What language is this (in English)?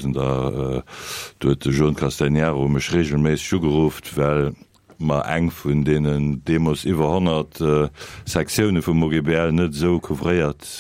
Luxembourgish